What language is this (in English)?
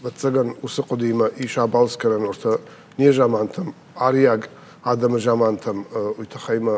Ossetic